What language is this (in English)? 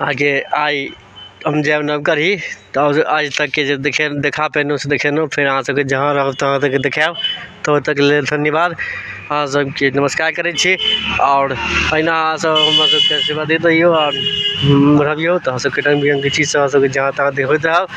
Maithili